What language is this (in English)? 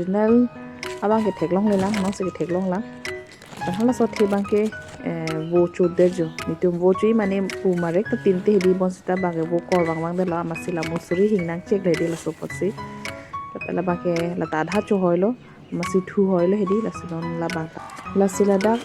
Karbi